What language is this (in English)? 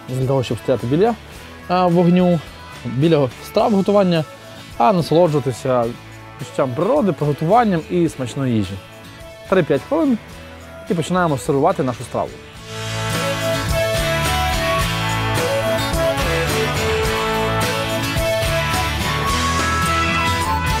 Ukrainian